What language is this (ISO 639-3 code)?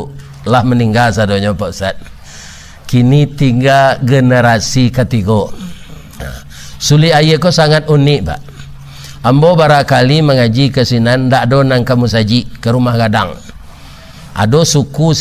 min